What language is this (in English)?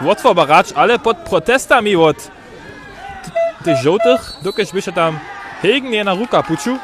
Upper Sorbian